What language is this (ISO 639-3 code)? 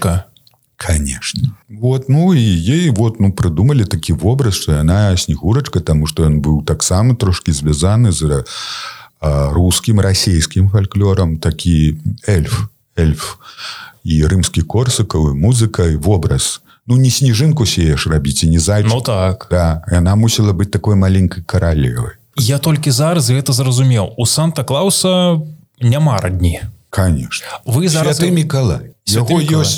bel